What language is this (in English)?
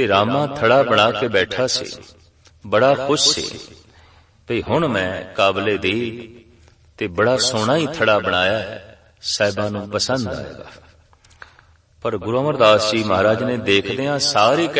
Punjabi